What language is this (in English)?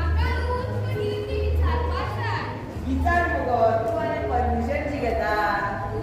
Konkani